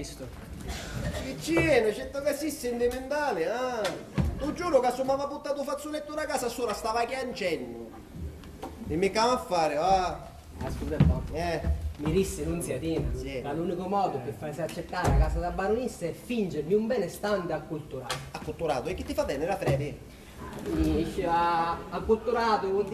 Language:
Sicilian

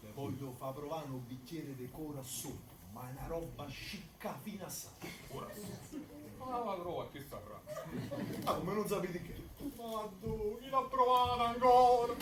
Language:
Neapolitan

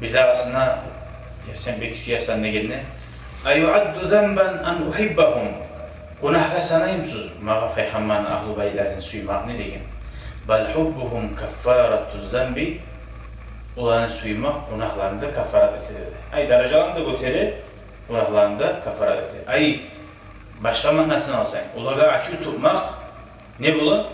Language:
Kumyk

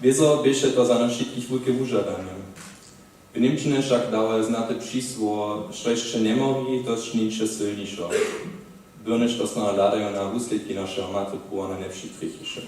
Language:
Upper Sorbian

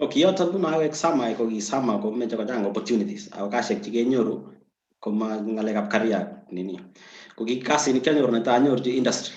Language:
Kalenjin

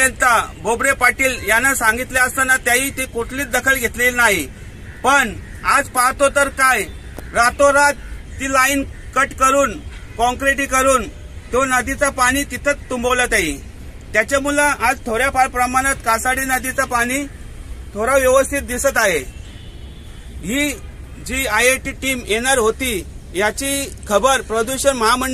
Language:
Marathi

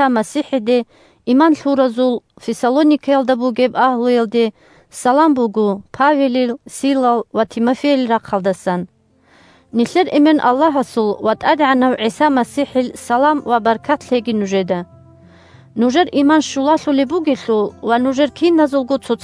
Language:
Avaric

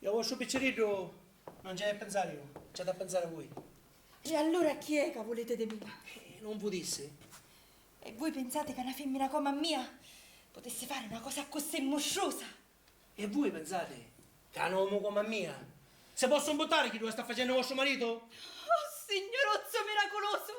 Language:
Sicilian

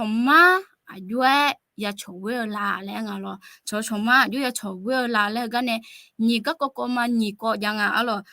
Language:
Akha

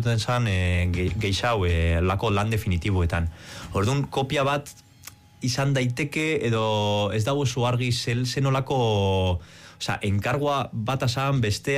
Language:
Basque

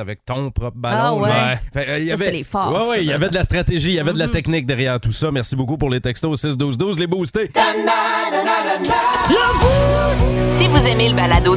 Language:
French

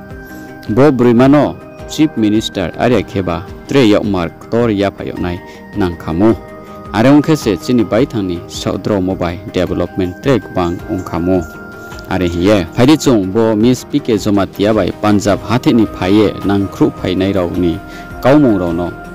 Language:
Riang (India)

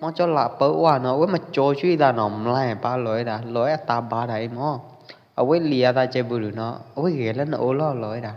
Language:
Pwo Eastern Karen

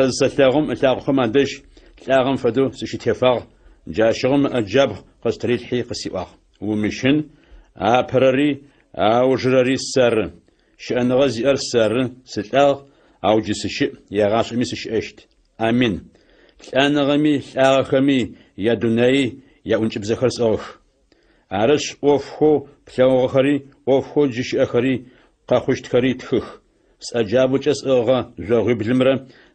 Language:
Adyghe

